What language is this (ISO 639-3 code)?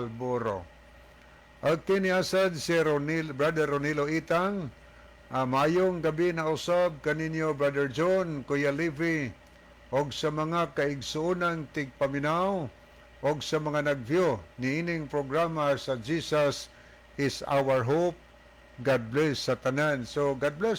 ceb